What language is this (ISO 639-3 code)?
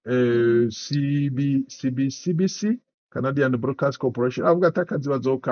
run